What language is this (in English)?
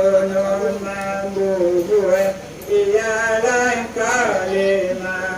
Minangkabau